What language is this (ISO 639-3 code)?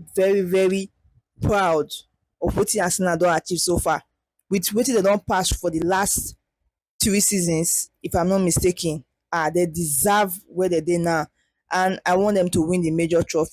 pcm